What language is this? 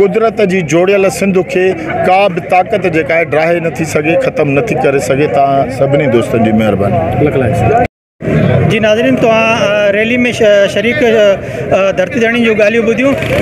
Sindhi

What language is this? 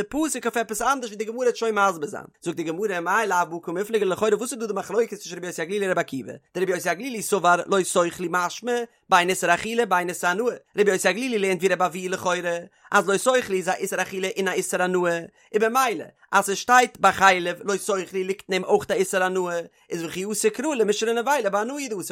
Yiddish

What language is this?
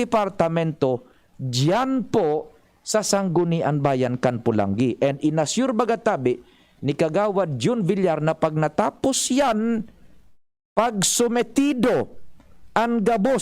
Bikol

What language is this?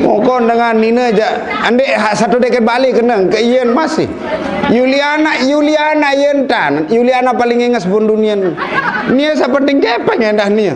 Sasak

